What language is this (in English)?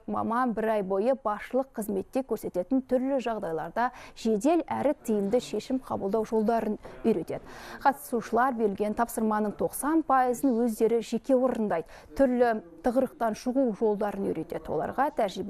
Kazakh